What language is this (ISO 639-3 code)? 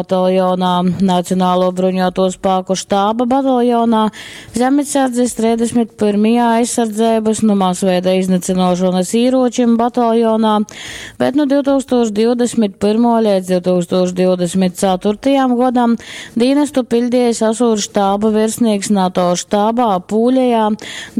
ltg